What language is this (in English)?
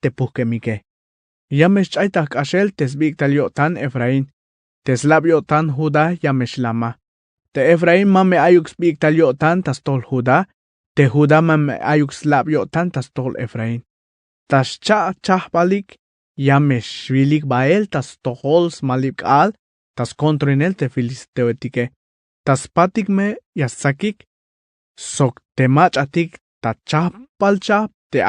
Tzeltal